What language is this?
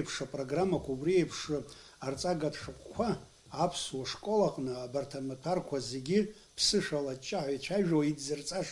Abkhazian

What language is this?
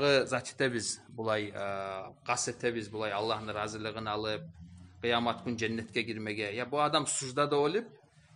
Kumyk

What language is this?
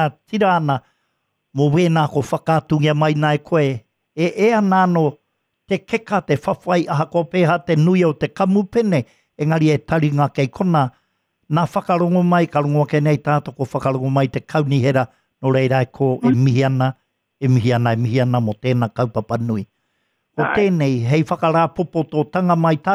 Māori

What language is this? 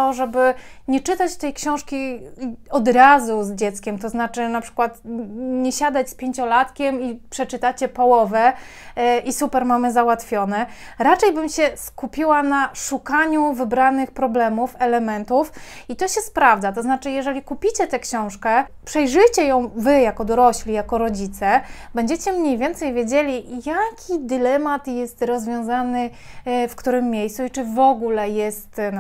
Polish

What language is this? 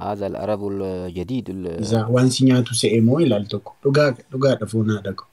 Oromo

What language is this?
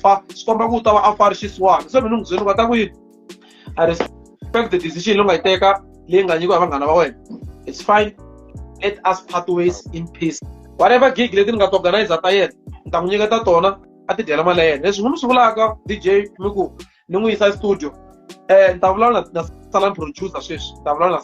Tsonga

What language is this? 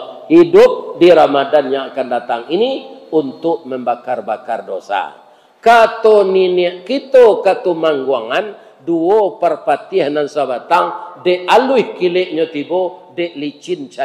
Minangkabau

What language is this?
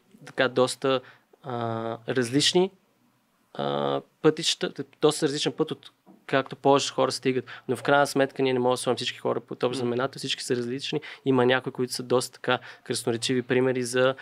Bulgarian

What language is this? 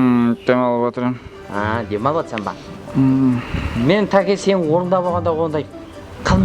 Kara-Kalpak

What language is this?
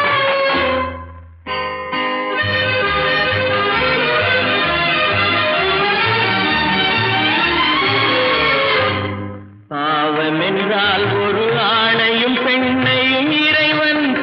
Tamil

